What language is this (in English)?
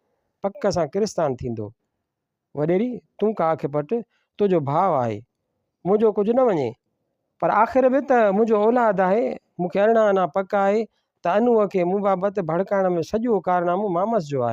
Sindhi